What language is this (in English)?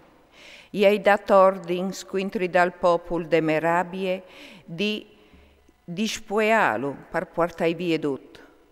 Friulian